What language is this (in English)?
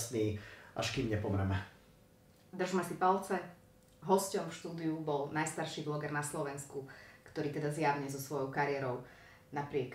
Slovak